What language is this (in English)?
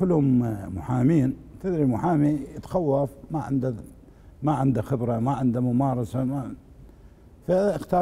Mesopotamian Arabic